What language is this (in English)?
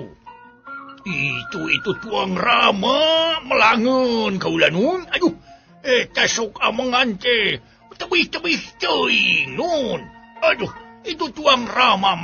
Sundanese